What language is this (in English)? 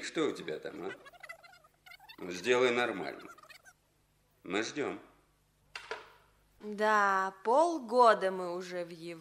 Russian